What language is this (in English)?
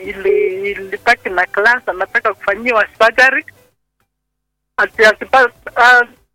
Swahili